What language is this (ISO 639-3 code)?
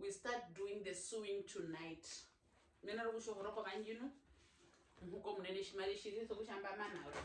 her